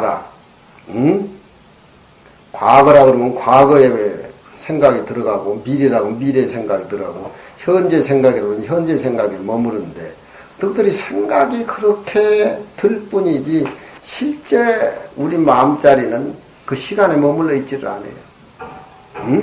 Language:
Korean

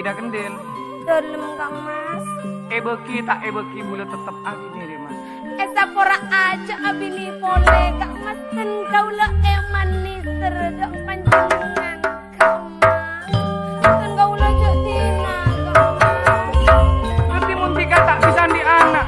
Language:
Madurese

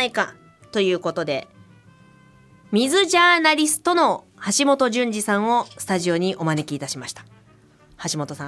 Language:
Japanese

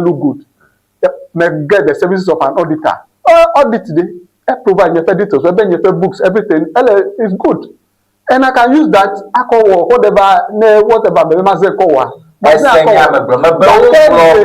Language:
Ewe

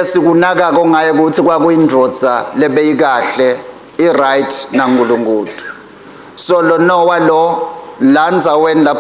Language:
Swati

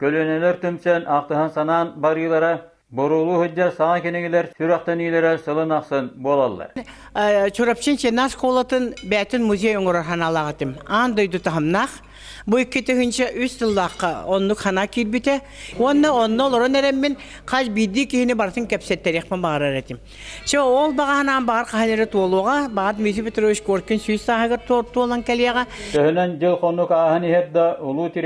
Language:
Yakut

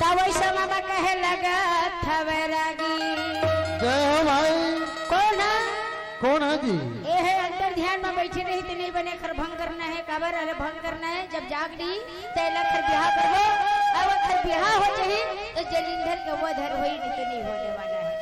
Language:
Chhattisgarhi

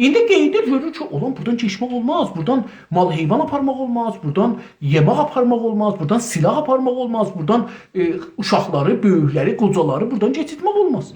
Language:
South Azerbaijani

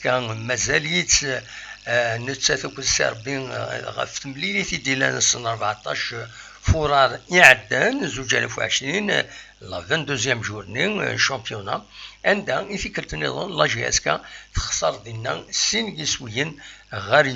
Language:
Kabyle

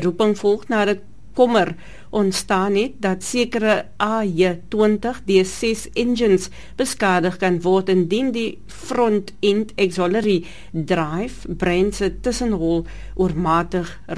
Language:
Afrikaans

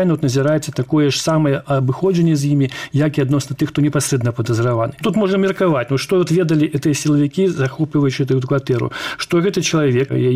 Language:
Belarusian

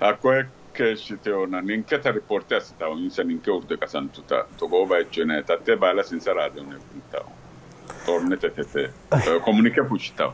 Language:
Sidamo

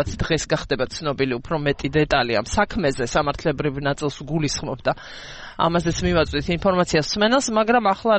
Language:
Georgian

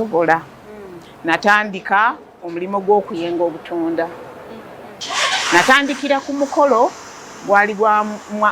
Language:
Ganda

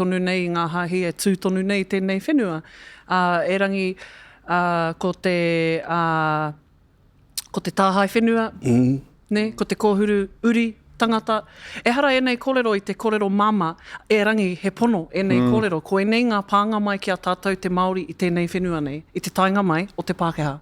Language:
Māori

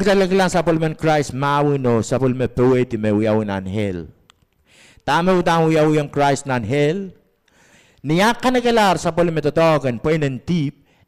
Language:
Pohnpeian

